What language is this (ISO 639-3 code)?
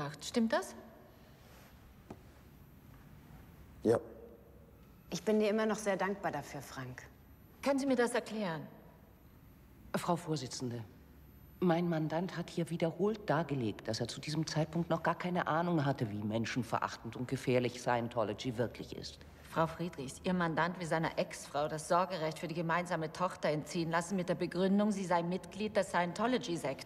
deu